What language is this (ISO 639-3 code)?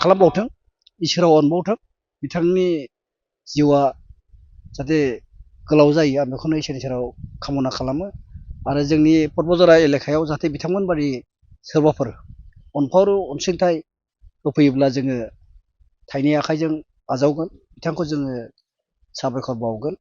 brx